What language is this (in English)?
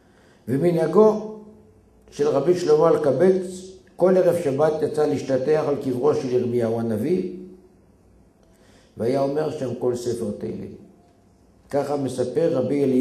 Hebrew